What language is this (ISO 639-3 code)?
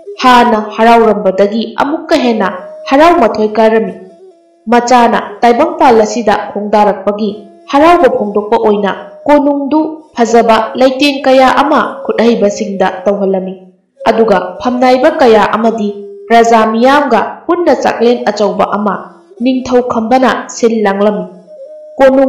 mni